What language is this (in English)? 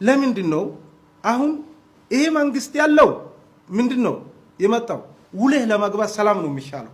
Amharic